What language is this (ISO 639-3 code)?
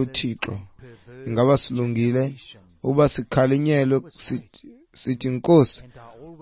xho